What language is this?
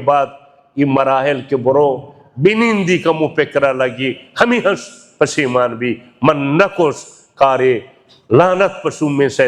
Baluchi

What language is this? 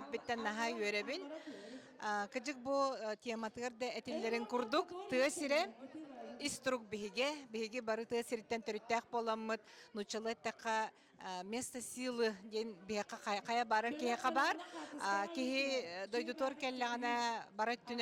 Yakut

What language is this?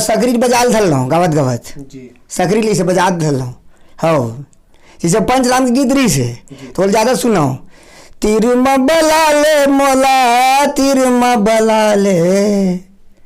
Chhattisgarhi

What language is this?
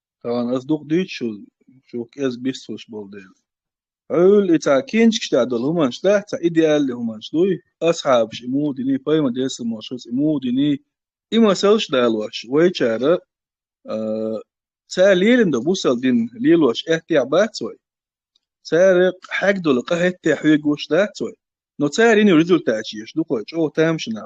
Chechen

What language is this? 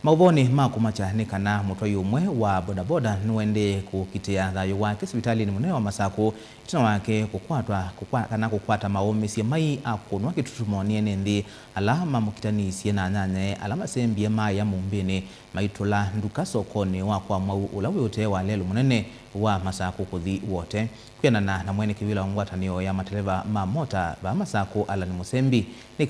Kamba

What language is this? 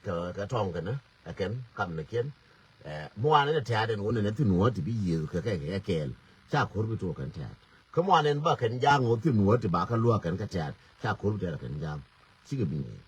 Nuer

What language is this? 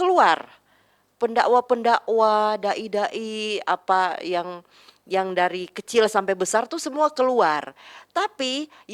Manado Malay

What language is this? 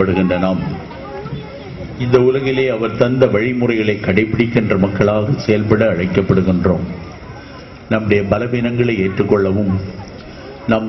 Tamil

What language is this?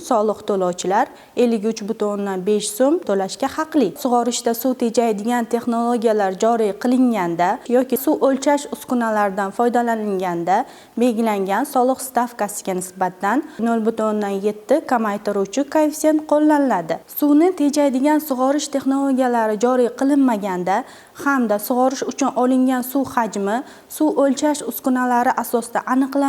Uzbek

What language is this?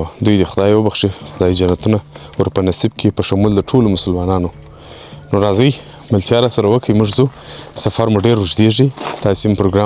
Pashto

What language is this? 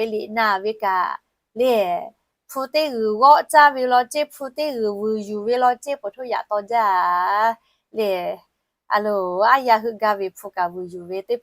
Lahu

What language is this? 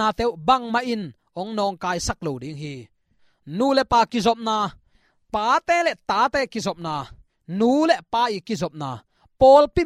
Tedim Chin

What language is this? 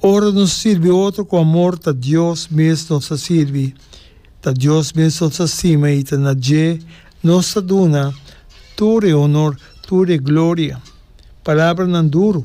Papiamento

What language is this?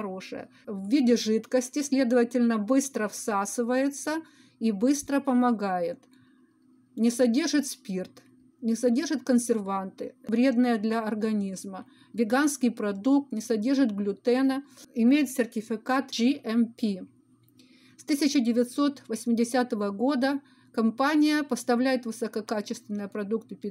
Russian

